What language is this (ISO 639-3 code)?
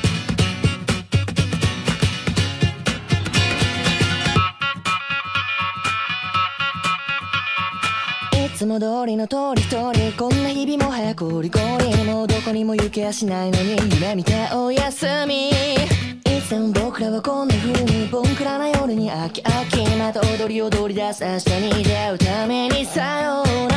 jpn